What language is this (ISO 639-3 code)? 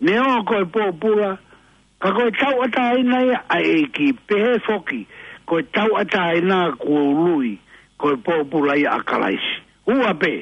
ton